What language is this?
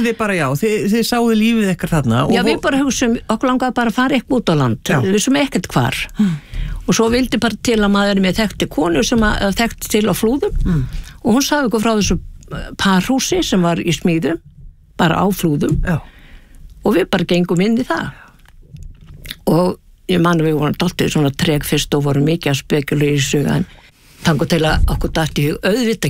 Icelandic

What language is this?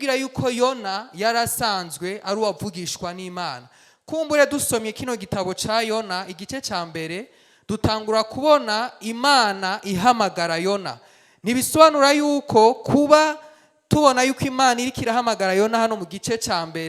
Rundi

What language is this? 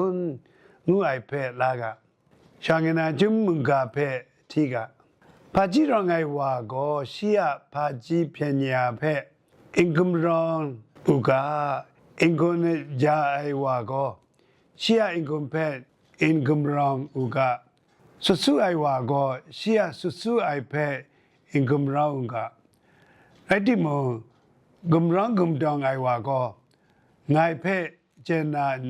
Kachin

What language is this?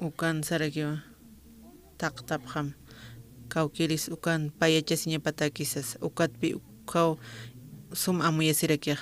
Aymara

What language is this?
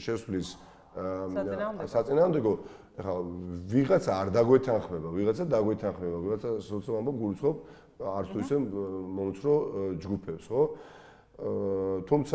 Georgian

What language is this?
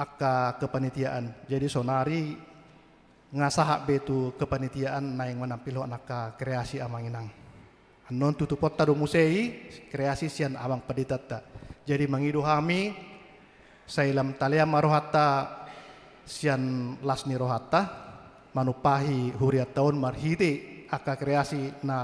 Batak Toba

